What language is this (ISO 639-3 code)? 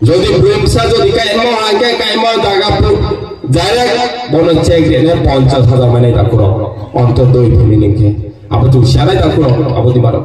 ria